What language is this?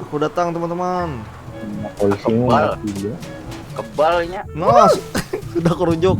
Banjar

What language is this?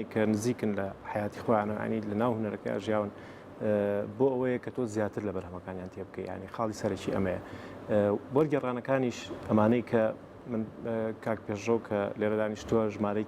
Central Kurdish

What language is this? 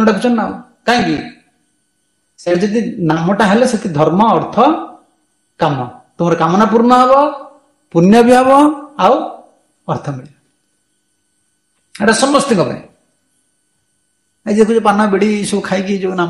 Odia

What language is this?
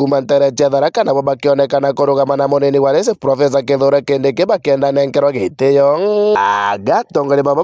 Meru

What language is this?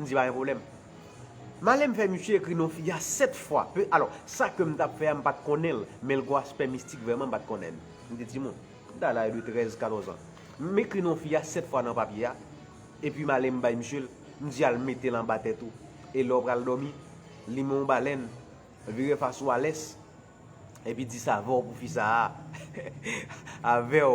Haitian Creole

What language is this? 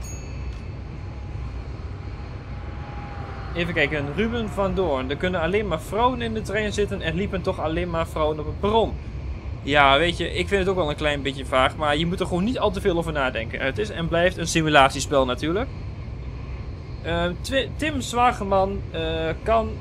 Dutch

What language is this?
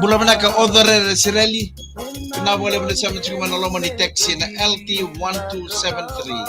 Fijian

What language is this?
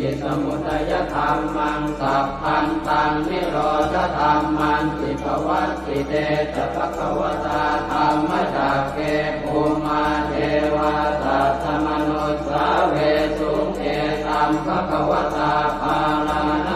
Pali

